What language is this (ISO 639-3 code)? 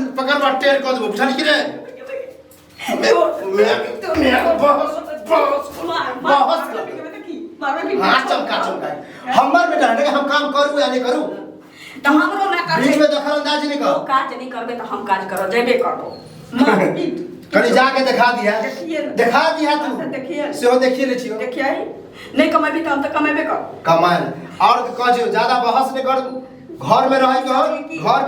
mai